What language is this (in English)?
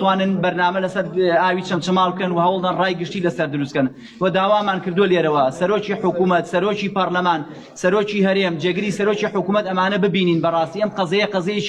Central Kurdish